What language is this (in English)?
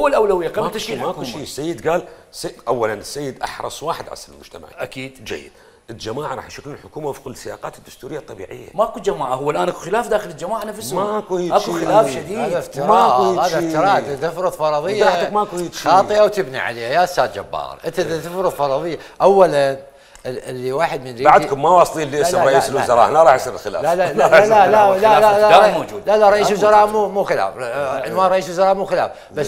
Mesopotamian Arabic